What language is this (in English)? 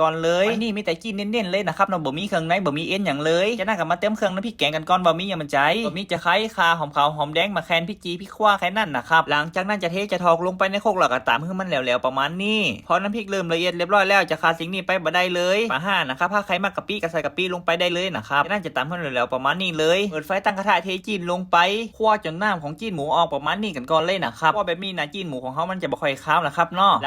Northern Thai